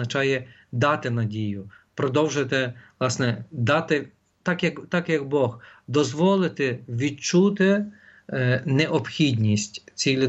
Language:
Ukrainian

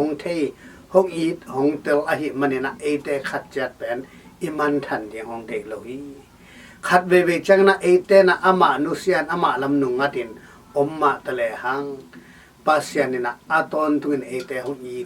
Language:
Tedim Chin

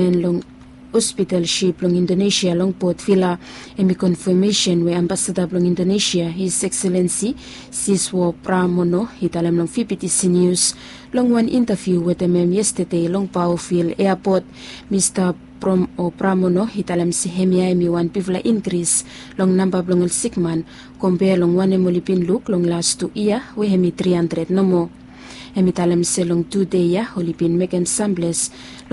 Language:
Bislama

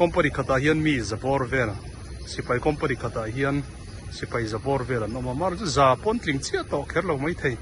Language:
Mizo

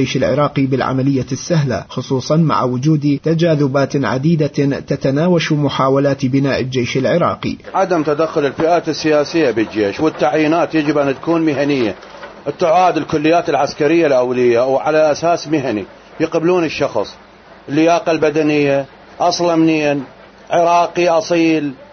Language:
Mesopotamian Arabic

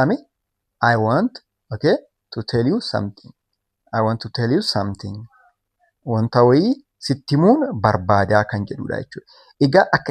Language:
Oromo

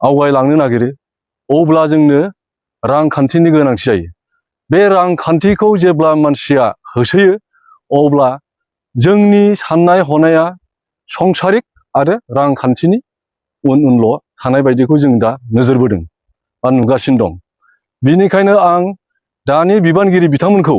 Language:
Bodo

